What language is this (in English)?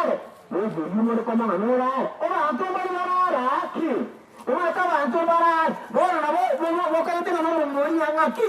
Gusii